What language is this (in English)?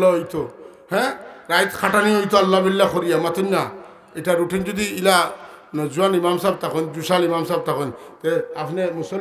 Sylheti